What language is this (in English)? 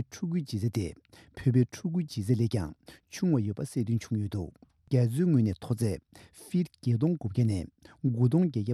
Tibetan